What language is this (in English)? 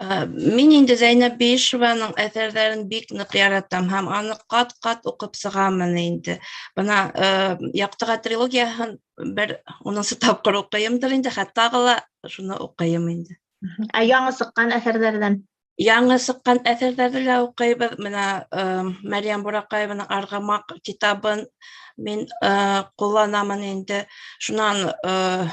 Bashkir